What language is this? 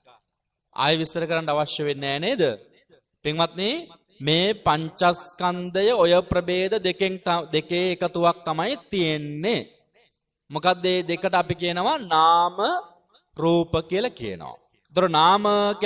Sinhala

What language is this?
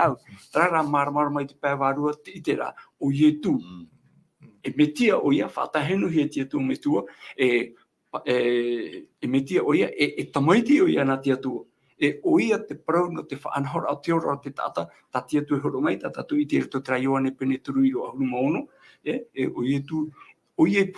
Tahitian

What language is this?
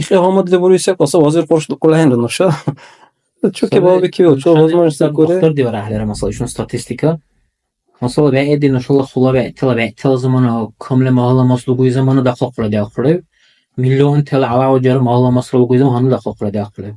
Dargwa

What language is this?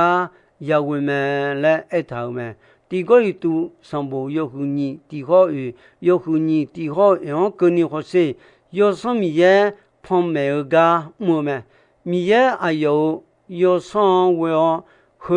Akha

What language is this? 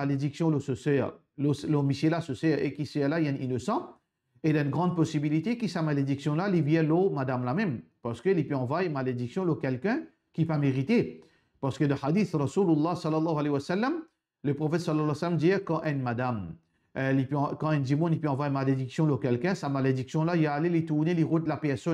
Morisyen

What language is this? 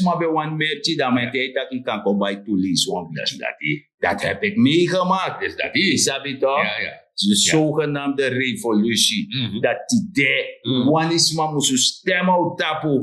Sranan Tongo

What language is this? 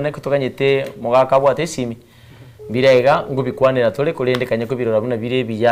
Gusii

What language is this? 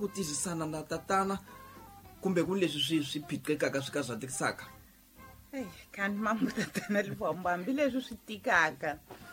Tsonga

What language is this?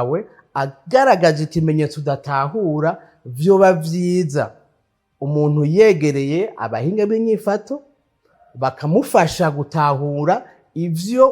Rundi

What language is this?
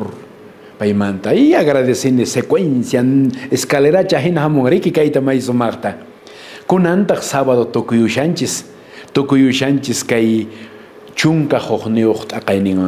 Quechua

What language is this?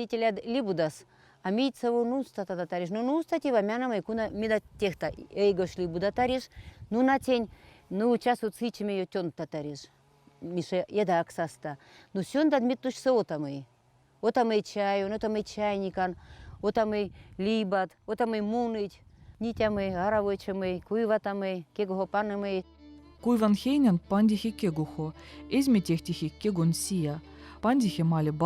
Veps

